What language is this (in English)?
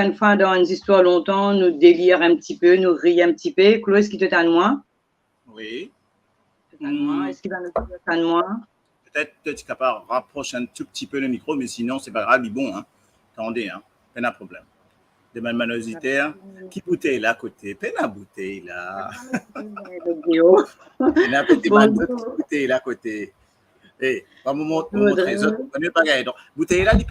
Morisyen